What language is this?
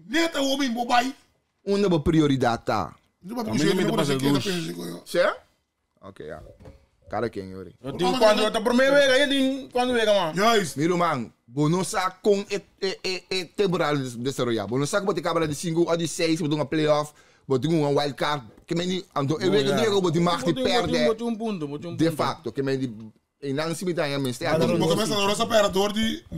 Papiamento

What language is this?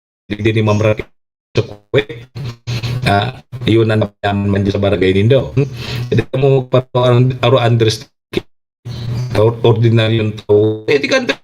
Bikol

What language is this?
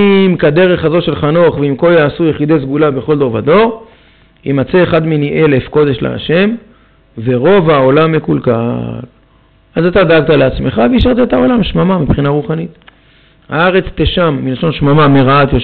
Hebrew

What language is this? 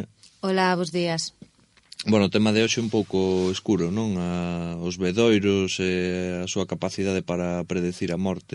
Galician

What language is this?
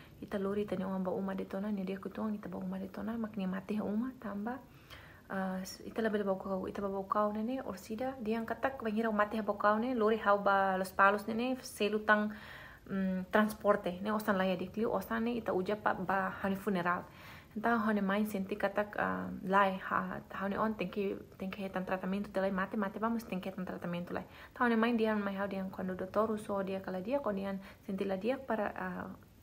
Tetum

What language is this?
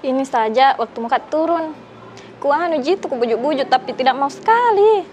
Makassar Malay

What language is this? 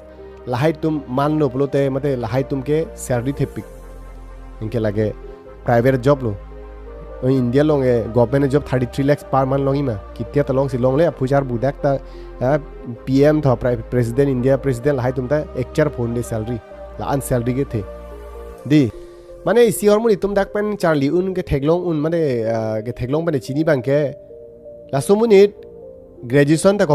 Karbi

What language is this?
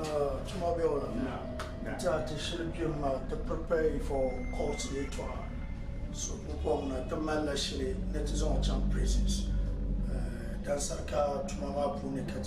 Dagbani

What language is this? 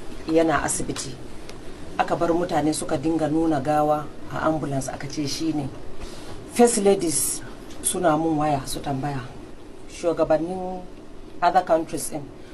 Hausa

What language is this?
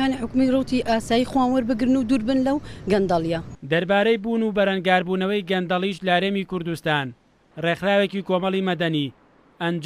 Central Kurdish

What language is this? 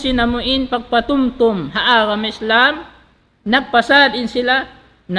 Tausug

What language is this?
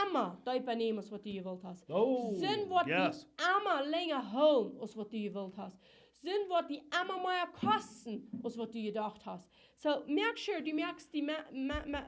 Plautdietsch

